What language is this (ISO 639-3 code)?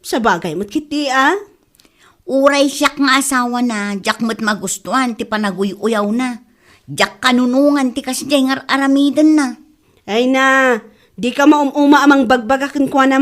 ilo